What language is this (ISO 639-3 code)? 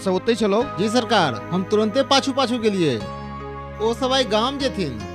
mai